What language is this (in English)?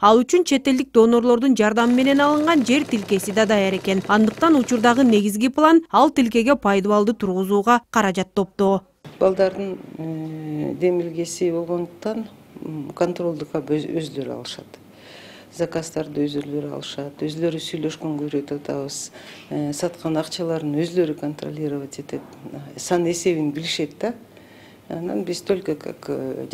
Kyrgyz